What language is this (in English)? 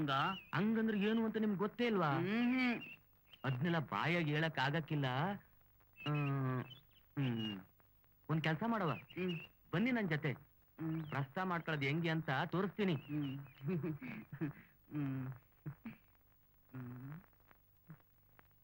Kannada